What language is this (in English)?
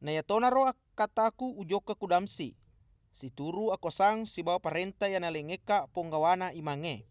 Buginese